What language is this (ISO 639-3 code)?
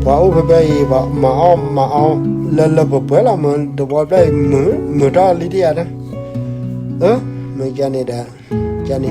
ksw